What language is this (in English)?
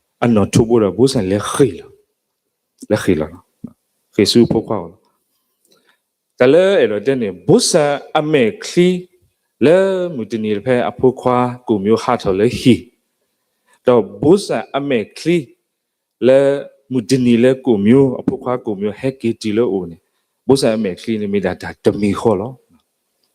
S'gaw Karen